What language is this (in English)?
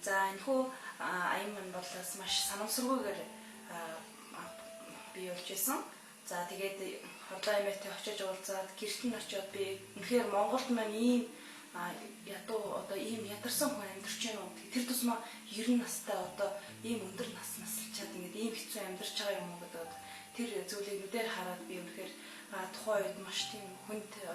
Mongolian